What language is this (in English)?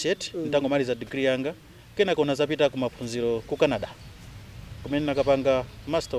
Nyanja